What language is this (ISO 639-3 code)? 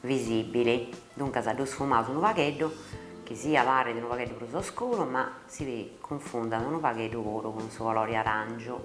srd